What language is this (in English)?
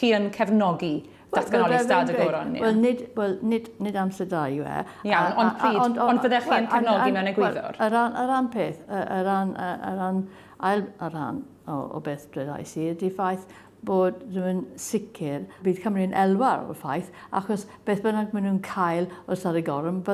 Welsh